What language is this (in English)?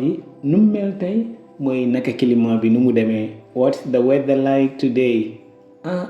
Wolof